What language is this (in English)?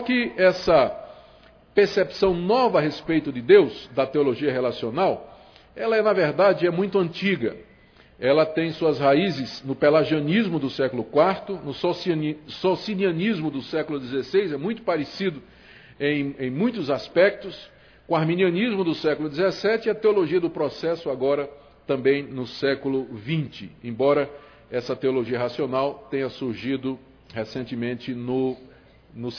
Portuguese